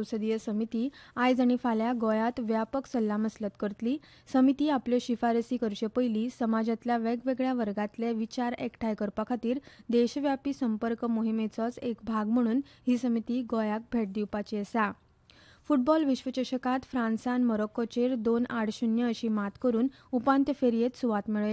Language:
Konkani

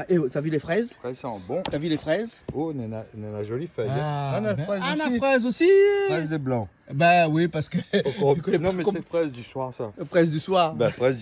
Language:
Réunion Creole French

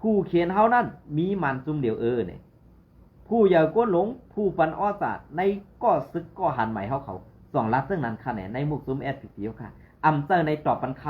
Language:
Shan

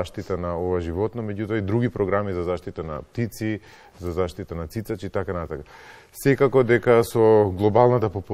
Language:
Macedonian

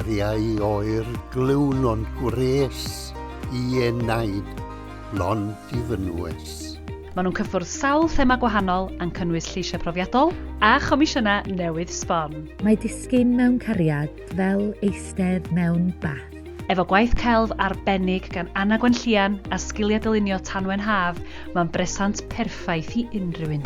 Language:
Welsh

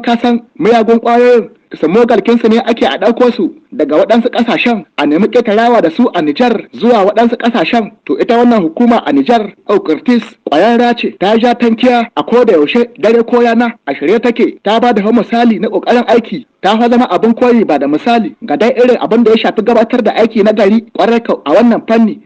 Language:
Hausa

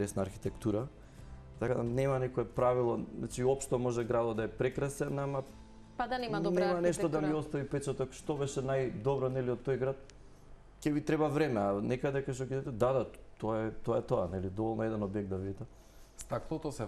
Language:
Macedonian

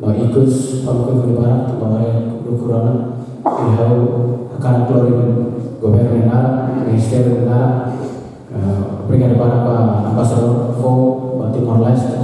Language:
Tetum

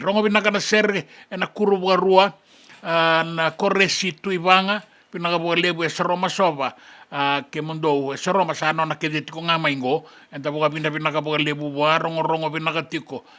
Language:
Fijian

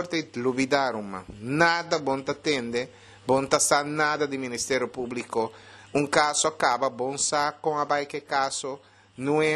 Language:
Papiamento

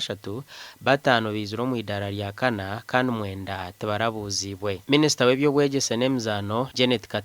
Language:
Nyankole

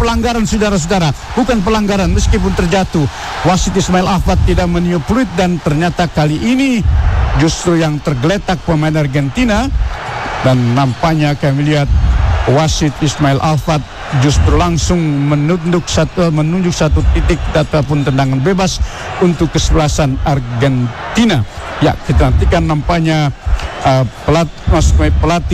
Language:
Indonesian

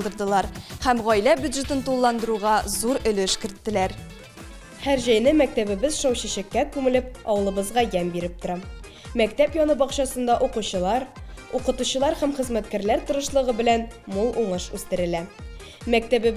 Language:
Tatar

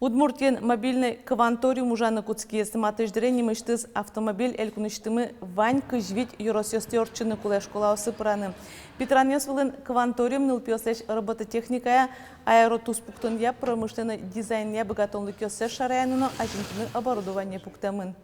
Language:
Udmurt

